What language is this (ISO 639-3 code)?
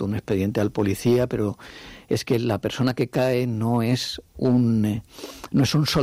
spa